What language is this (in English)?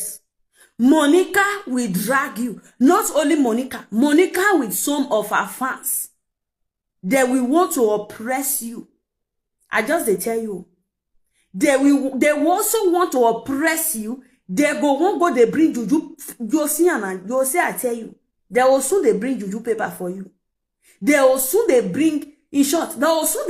Nigerian Pidgin